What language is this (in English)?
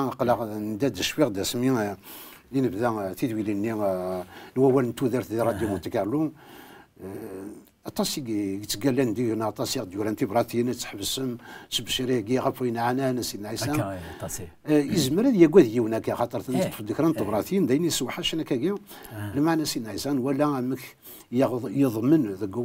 Kabyle